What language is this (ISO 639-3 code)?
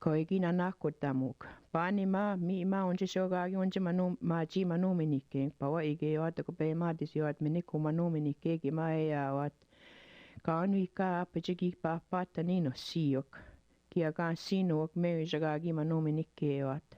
ciw